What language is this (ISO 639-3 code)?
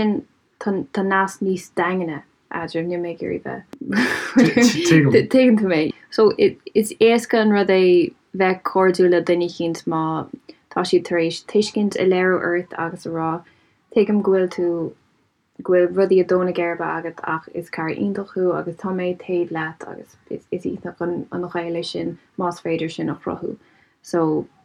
gle